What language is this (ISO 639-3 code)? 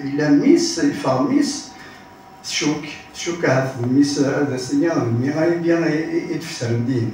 kab